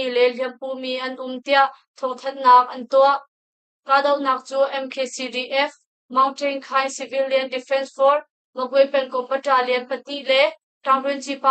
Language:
Hakha Chin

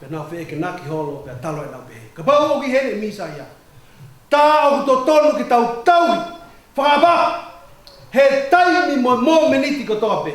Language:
Tongan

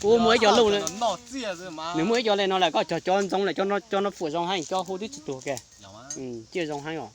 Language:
Hmong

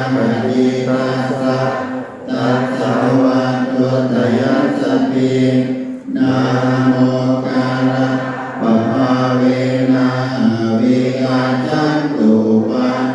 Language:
Pali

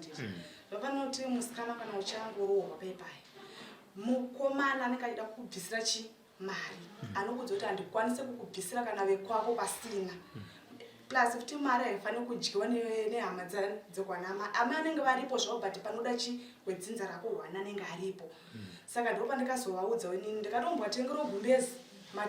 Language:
Shona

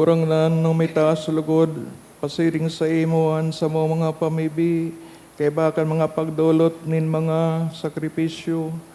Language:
Bikol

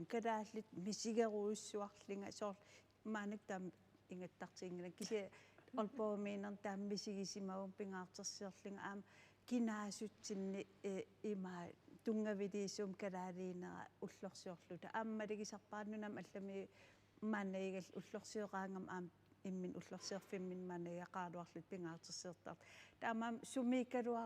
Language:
Kalaallisut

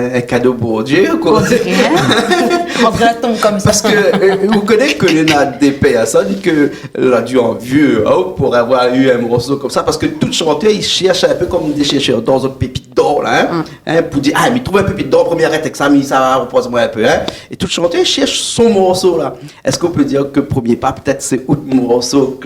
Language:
Réunion Creole French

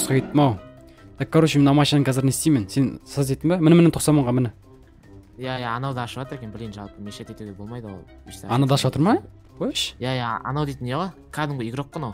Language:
Kazakh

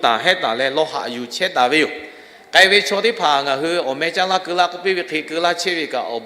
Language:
Lahu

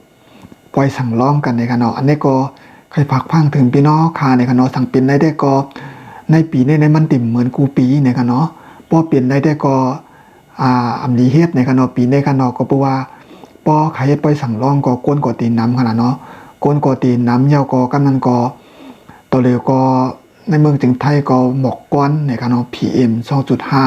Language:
Shan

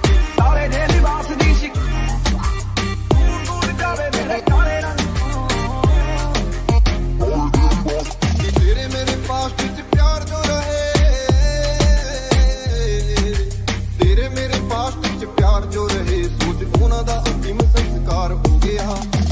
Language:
Punjabi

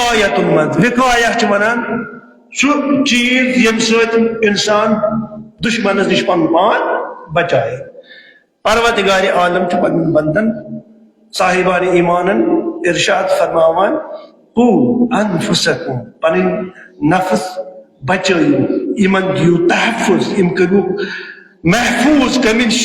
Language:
Kashmiri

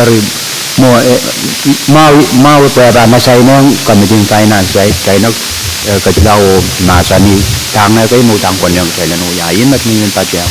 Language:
Pohnpeian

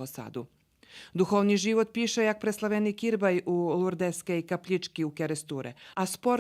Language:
Rusyn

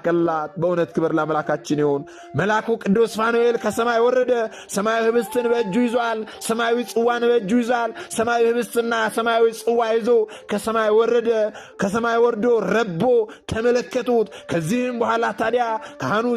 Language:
Amharic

